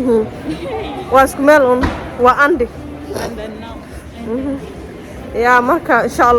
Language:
Somali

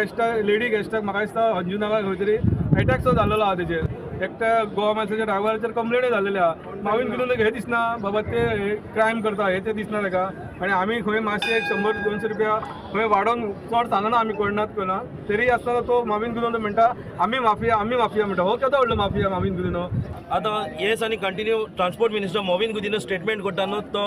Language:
Konkani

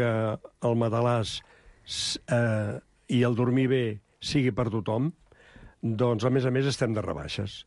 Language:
Catalan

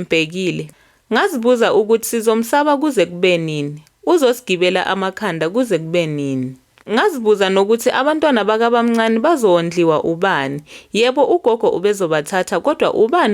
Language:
Zulu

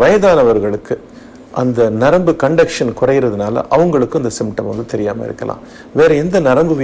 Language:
Tamil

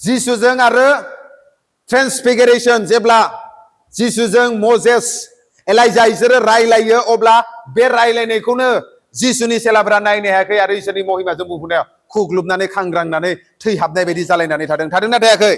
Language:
Bodo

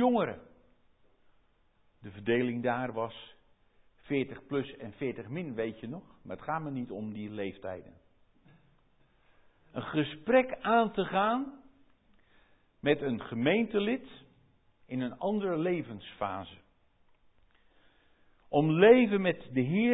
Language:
Dutch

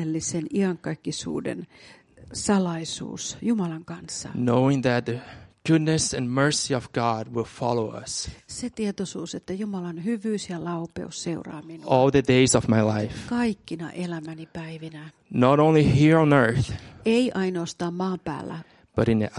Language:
Finnish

